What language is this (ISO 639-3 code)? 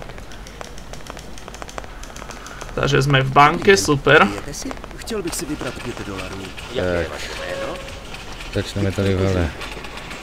slk